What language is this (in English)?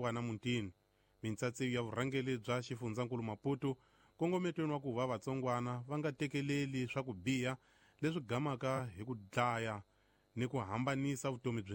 Tsonga